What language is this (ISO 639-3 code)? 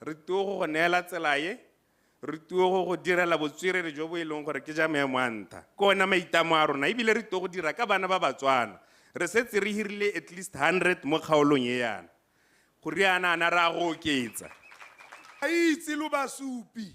tsn